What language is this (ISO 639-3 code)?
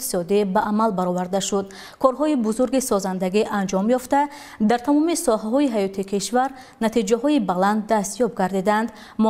tgk